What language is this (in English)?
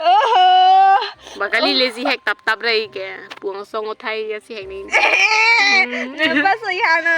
Karbi